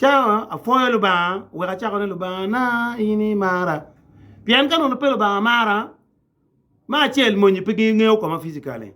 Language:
Acoli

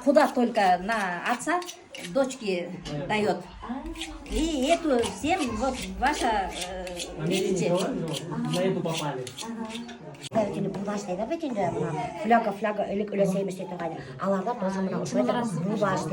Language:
Bashkir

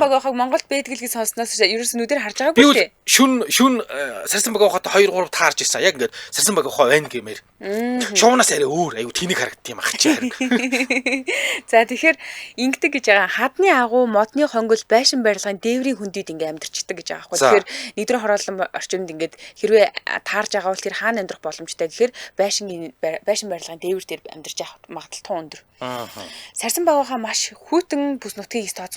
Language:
Mongolian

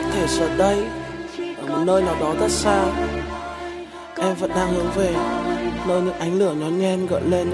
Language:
Vietnamese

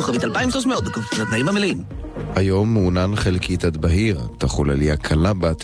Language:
Hebrew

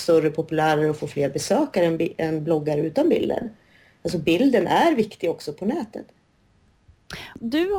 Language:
Swedish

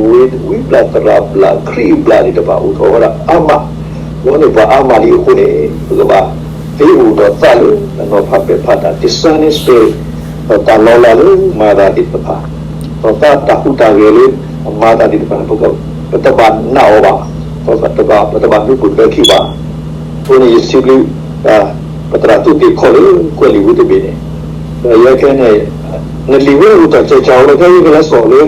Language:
S'gaw Karen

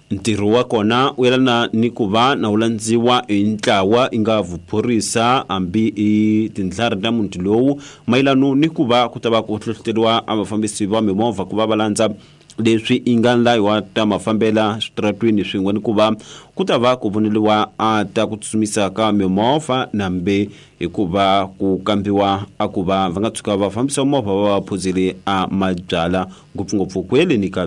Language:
Tsonga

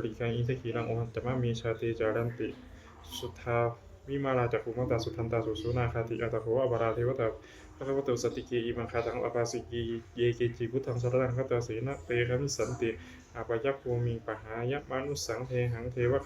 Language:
Pali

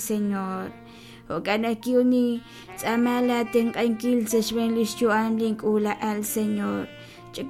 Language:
Kekchí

